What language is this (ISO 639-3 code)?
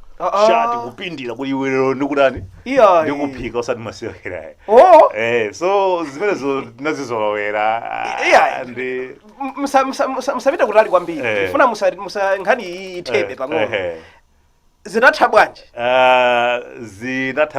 nya